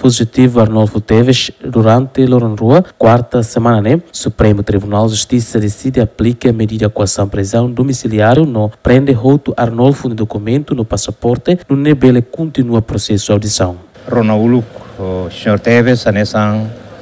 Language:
Tetum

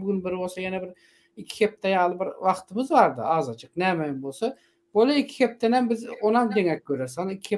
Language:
Turkmen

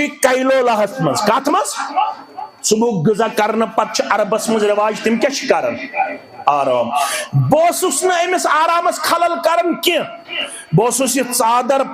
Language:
Kashmiri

